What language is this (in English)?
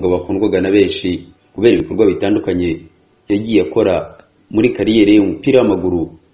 Kinyarwanda